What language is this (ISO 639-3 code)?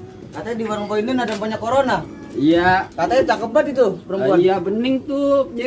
bew